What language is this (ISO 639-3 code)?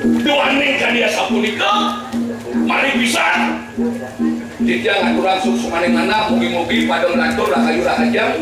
ban